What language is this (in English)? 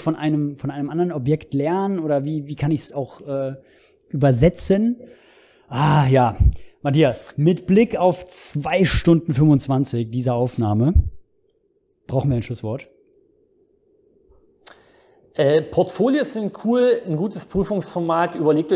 German